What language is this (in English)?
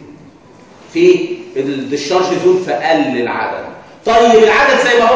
Egyptian Arabic